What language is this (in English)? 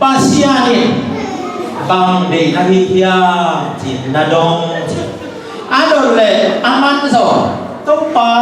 Tedim Chin